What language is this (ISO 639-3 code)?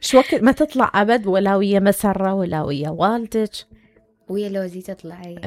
acm